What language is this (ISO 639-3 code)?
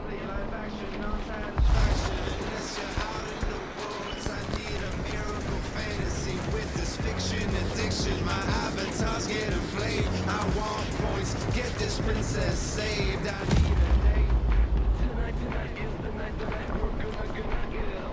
eng